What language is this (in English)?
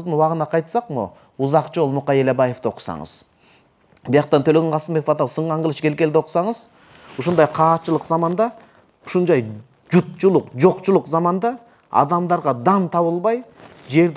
Kyrgyz